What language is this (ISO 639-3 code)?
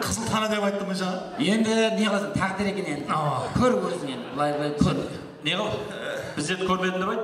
kaa